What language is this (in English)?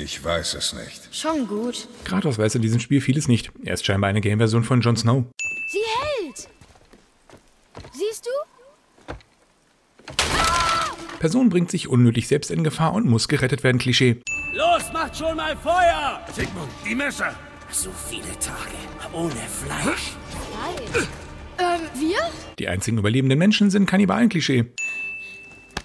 German